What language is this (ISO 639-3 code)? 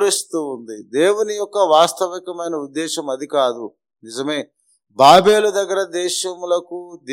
tel